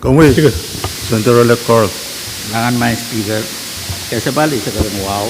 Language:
Pohnpeian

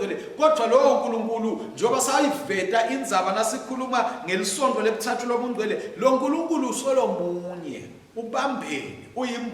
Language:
Swati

